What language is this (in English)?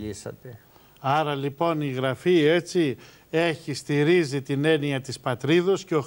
Greek